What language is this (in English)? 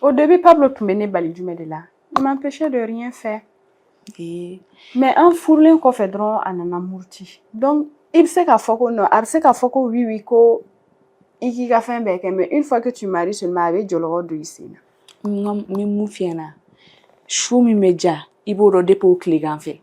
Bambara